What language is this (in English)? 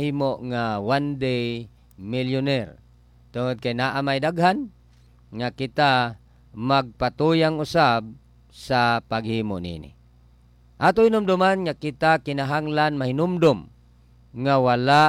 Cebuano